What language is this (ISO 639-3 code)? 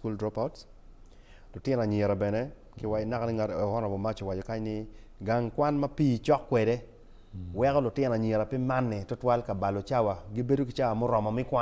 ach